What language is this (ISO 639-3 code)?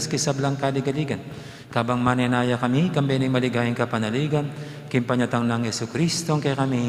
pam